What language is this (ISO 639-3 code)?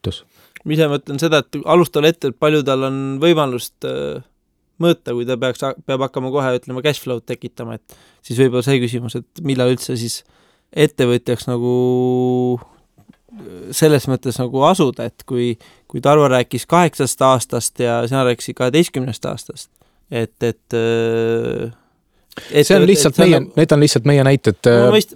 est